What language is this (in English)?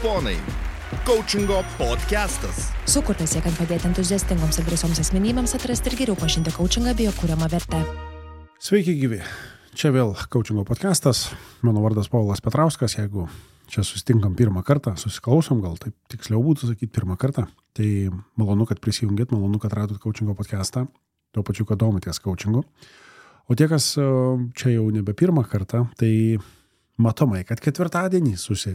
Lithuanian